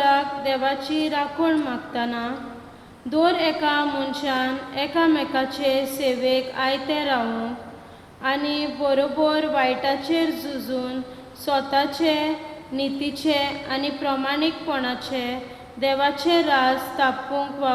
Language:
Konkani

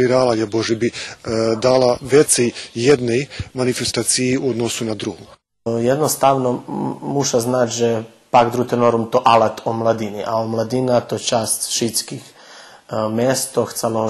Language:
Rusyn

